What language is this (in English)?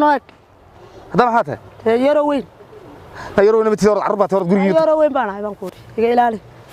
Somali